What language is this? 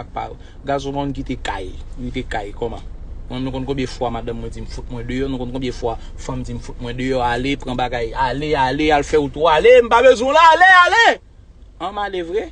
Haitian Creole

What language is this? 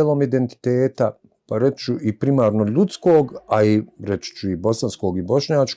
Bosnian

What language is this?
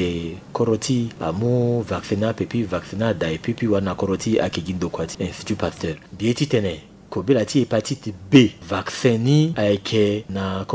Sango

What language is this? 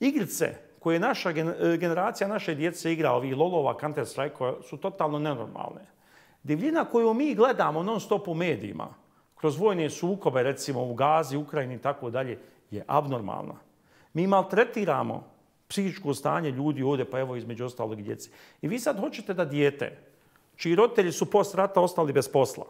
Bosnian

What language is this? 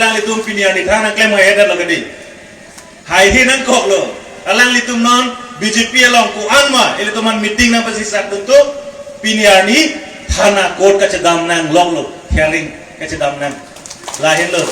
Karbi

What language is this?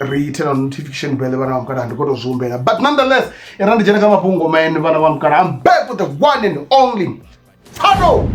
Venda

